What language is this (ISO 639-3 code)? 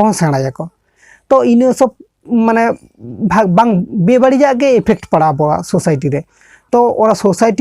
sat